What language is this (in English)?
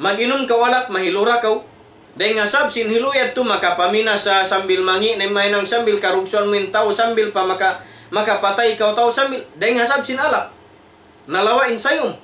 Tausug